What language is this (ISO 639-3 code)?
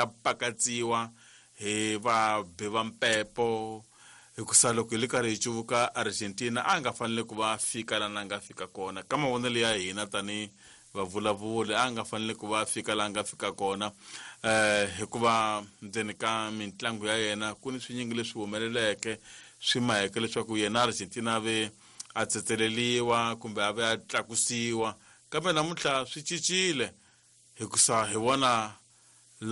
tso